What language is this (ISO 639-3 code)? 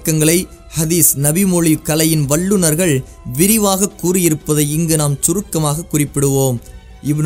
tam